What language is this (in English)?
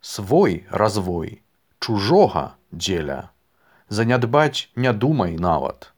Belarusian